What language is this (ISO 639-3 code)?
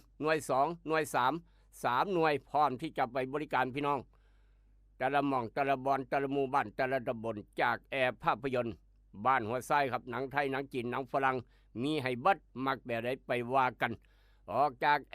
tts